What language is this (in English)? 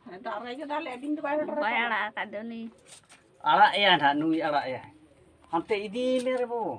Santali